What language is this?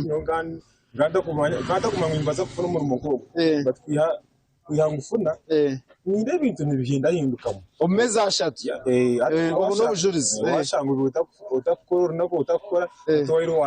Nyankole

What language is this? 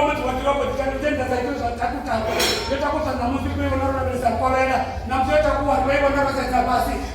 Venda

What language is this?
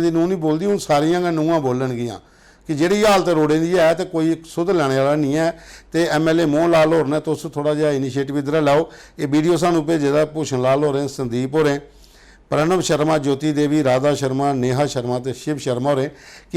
Dogri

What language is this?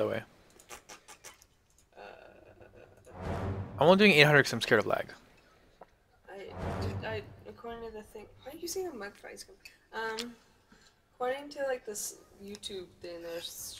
English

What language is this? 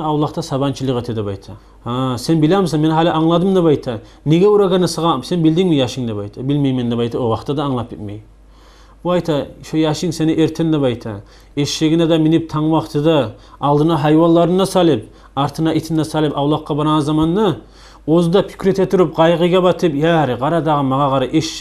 Kumyk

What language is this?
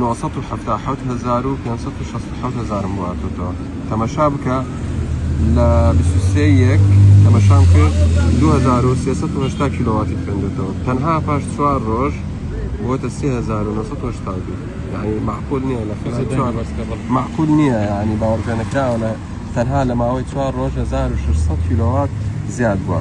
Central Kurdish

